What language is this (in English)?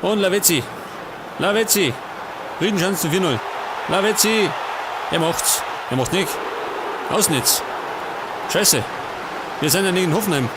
Bavarian